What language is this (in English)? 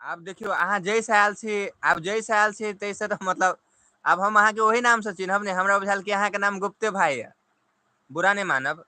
Maithili